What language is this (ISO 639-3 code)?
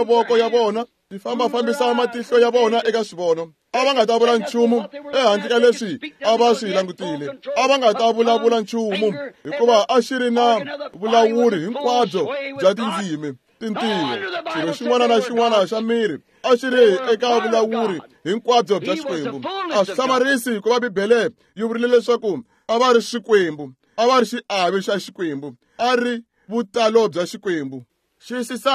tso